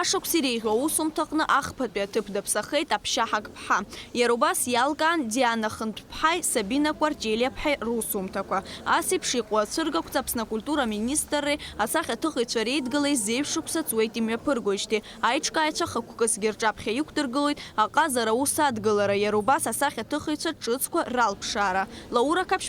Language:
Abkhazian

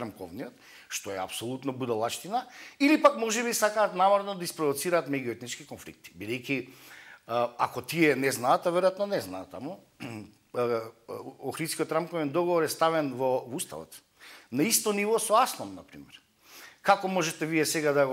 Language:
Macedonian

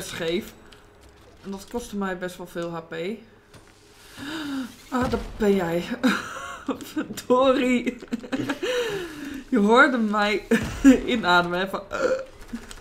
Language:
Dutch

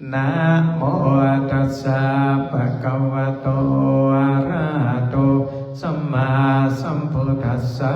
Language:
Pali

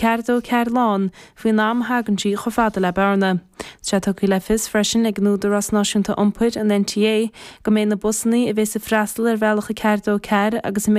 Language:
Irish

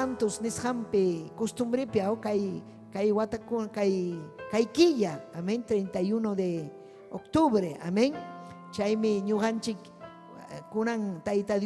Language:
Ayacucho Quechua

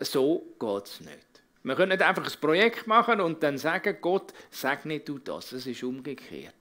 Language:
Swiss German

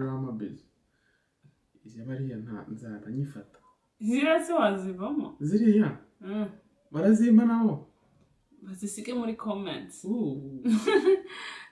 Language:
Kinyarwanda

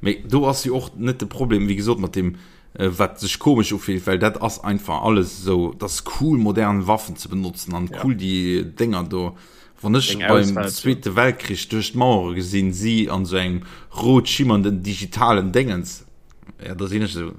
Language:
Luxembourgish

